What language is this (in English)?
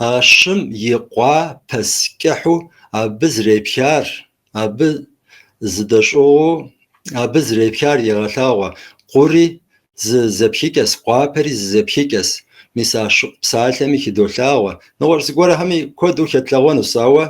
Kabardian